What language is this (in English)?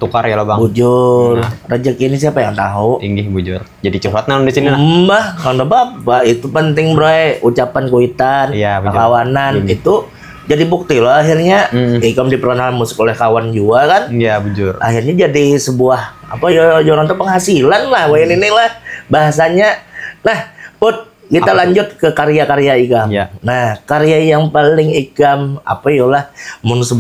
Banjar